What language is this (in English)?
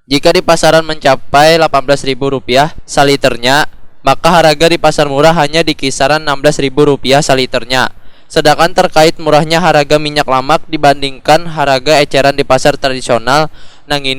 Banjar